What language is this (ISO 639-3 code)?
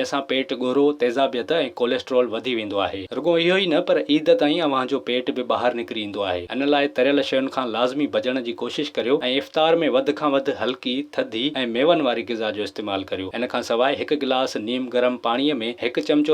snd